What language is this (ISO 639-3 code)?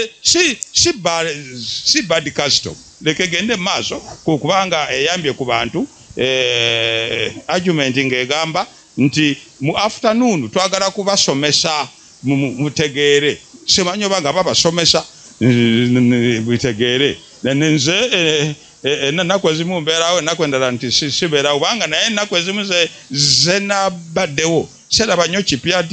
lug